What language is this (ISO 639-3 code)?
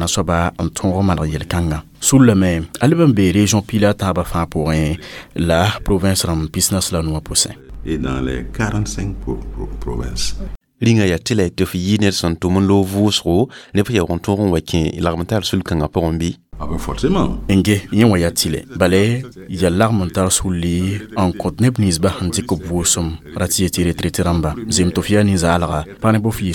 mos